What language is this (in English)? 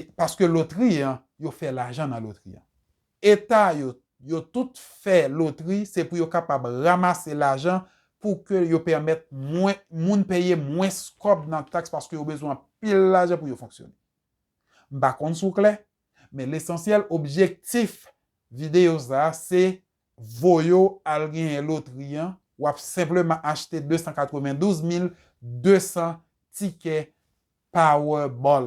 Haitian Creole